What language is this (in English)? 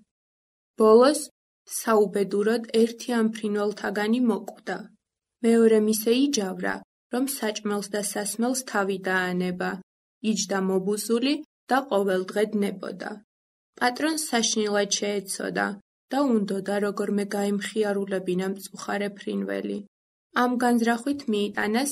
Georgian